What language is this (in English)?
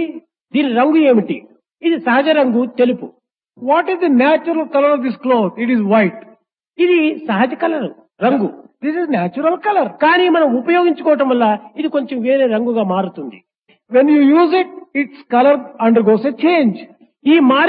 Telugu